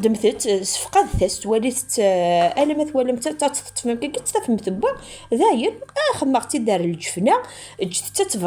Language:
Kabyle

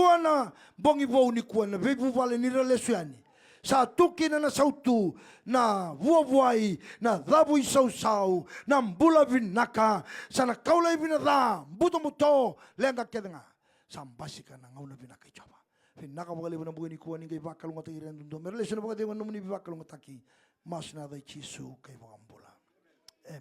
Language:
Fijian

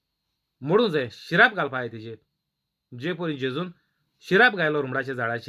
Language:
Konkani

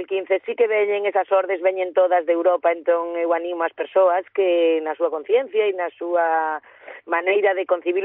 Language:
Galician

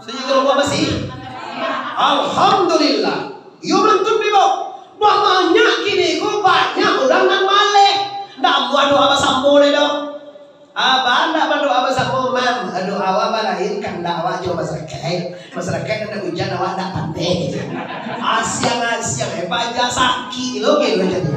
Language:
Minangkabau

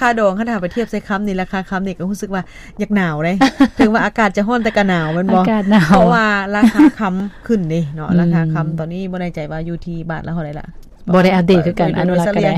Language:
Lao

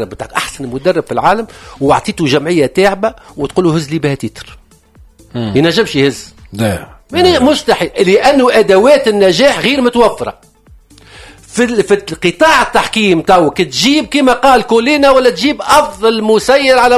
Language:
Tunisian Arabic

